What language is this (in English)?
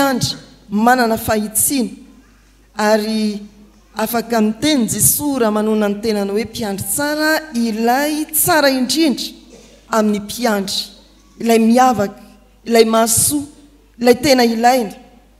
Malagasy